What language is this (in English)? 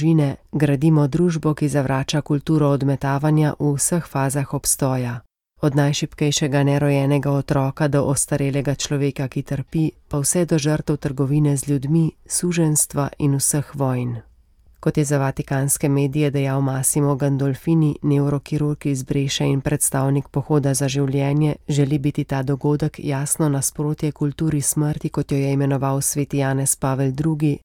Slovenian